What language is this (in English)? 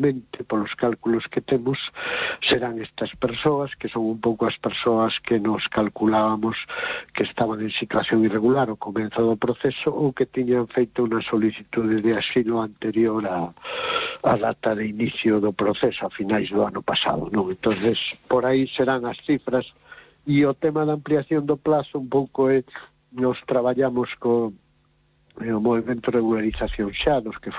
Galician